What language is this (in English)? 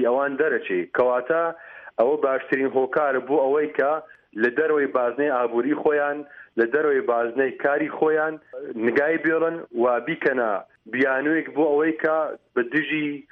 Central Kurdish